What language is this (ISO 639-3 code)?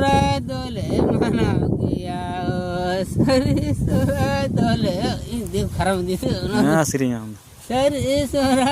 sat